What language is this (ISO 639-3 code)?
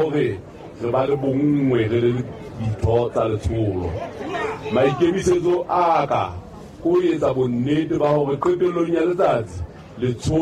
sot